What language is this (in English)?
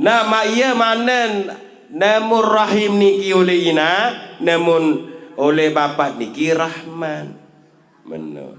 Sasak